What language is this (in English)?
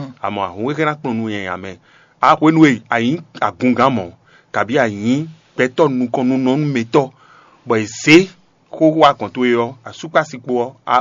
Fon